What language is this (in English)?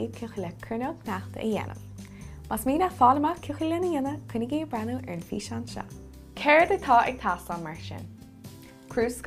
Irish